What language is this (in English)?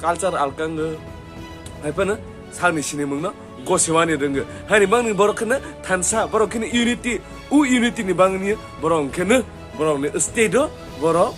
Kok Borok